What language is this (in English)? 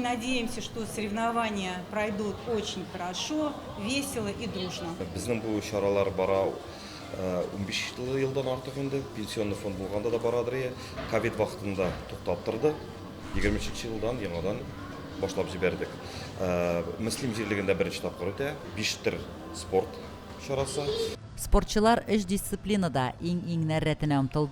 Tatar